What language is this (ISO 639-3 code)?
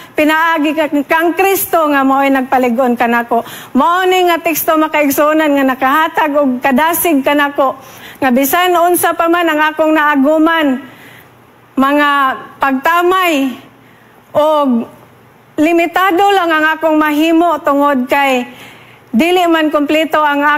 ceb